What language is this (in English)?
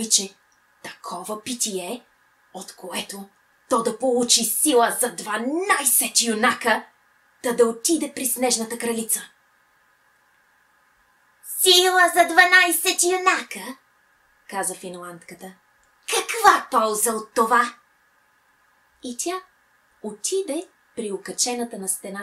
Bulgarian